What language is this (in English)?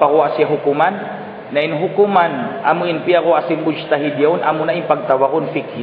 Tausug